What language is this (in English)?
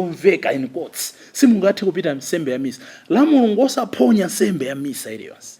Nyanja